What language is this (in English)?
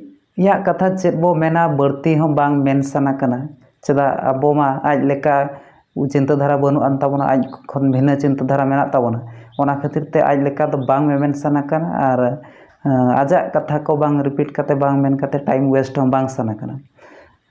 Santali